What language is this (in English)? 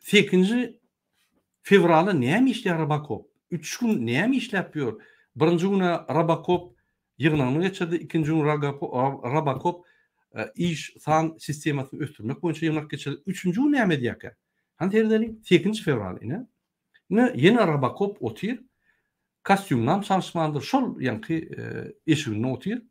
Turkmen